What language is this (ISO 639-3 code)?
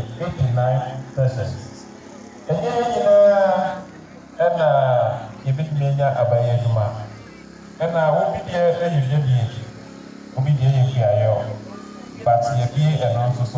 aka